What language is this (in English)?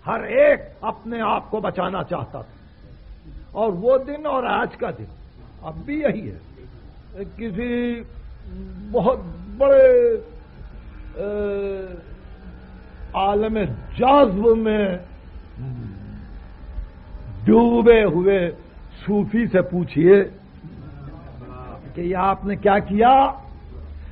Urdu